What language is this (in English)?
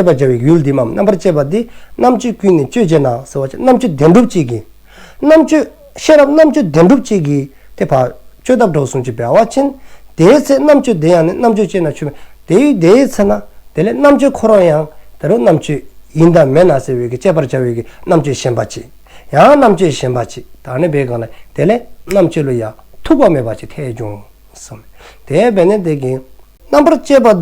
Dzongkha